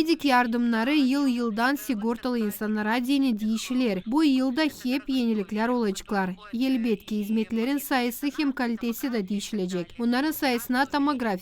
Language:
Gagauz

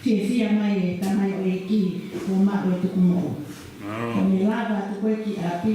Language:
Tongan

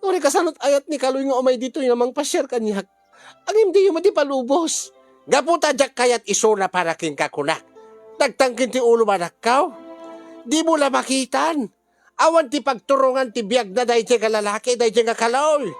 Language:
Iloko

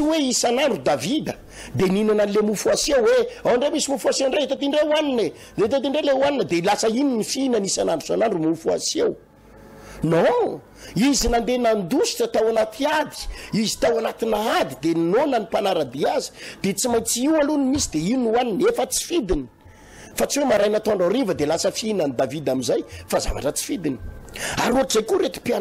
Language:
Malagasy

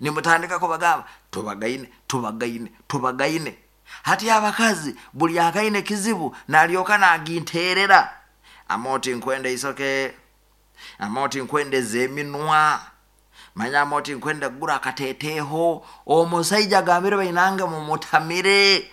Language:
Nyankole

